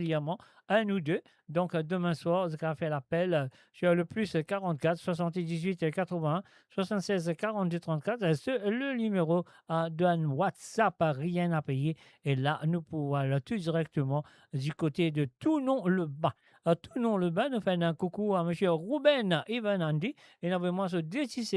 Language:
Morisyen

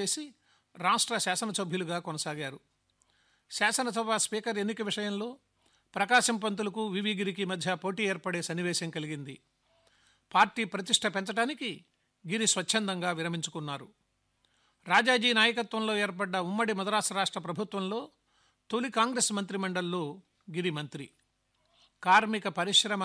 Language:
Telugu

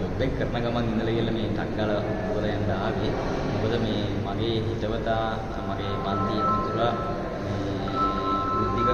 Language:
Sinhala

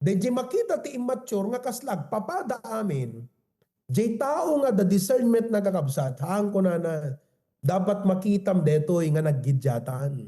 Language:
Iloko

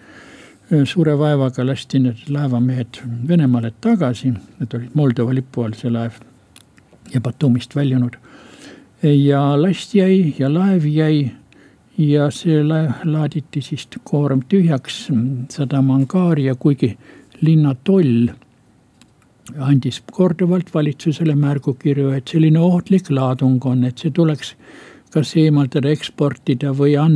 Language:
Estonian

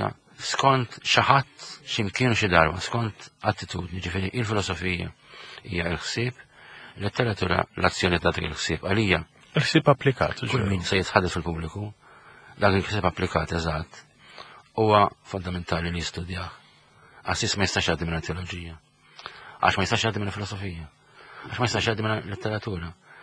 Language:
Maltese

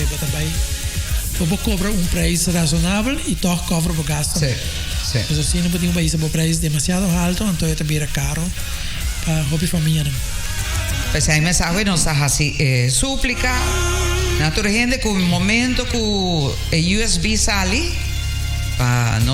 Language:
Papiamento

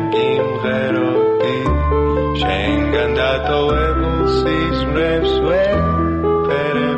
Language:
Georgian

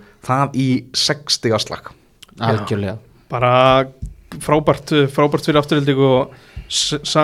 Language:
Icelandic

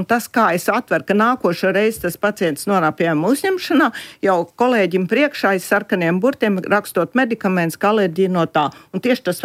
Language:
Latvian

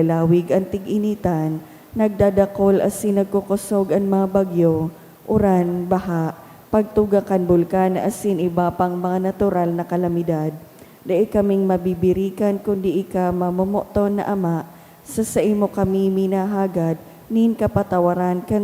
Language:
Bikol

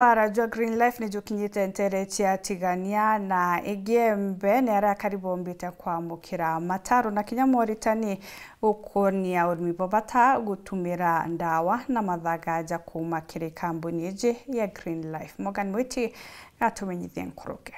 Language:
Meru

